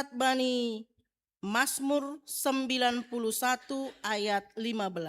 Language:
Batak Simalungun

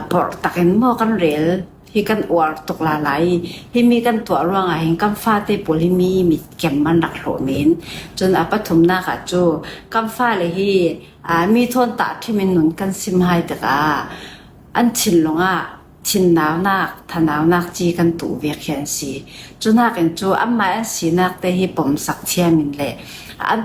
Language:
Falam Chin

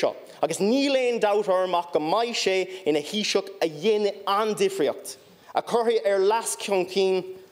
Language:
Irish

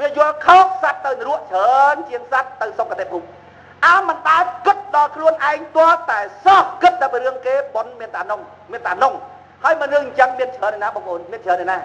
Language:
Khmer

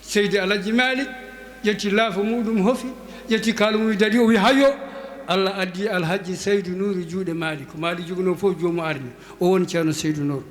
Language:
Fula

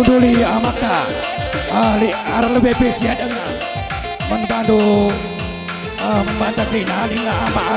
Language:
Batak Karo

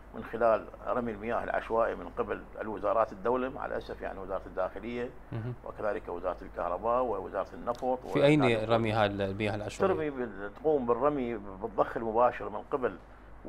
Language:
Arabic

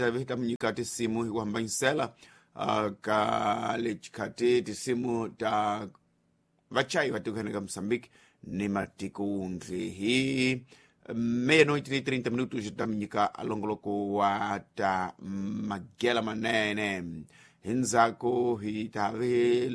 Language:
Tsonga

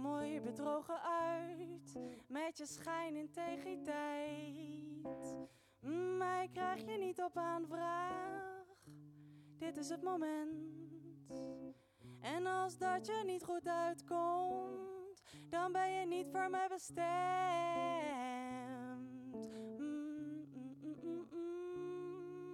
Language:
Dutch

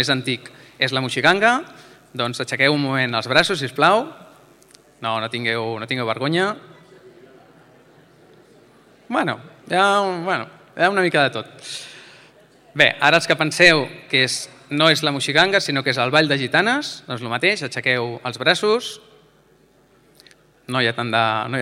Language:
Catalan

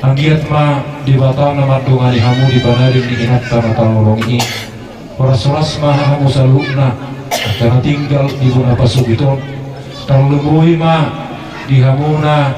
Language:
Batak Toba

